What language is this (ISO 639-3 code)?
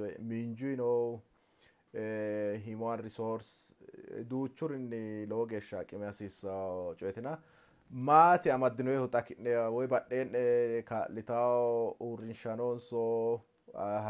sid